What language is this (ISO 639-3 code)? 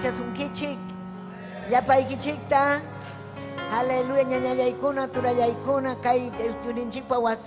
quy